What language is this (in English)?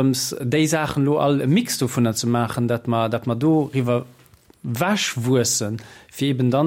Luxembourgish